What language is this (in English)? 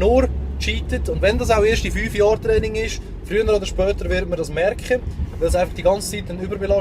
Swiss German